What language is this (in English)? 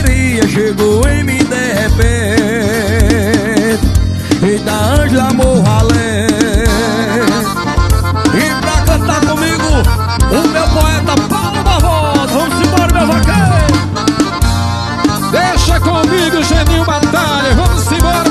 Portuguese